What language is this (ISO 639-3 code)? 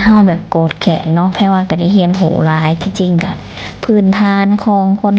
lao